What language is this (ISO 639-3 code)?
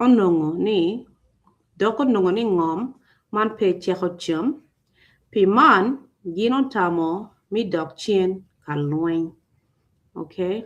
ach